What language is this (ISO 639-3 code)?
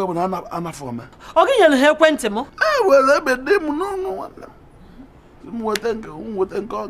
ibo